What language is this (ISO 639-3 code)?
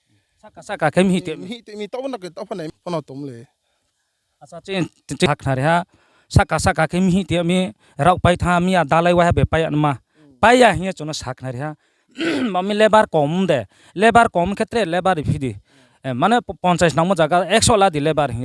ria